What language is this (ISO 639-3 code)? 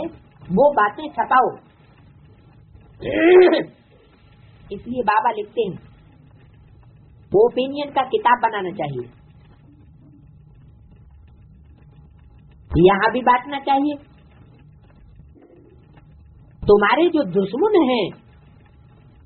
hin